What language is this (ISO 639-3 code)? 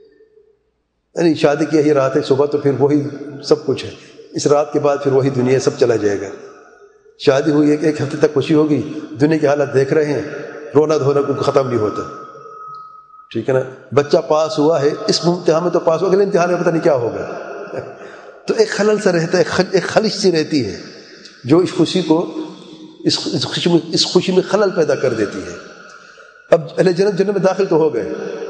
urd